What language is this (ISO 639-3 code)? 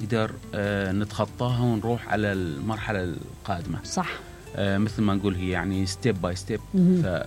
acm